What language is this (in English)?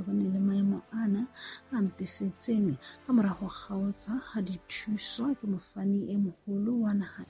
Southern Sotho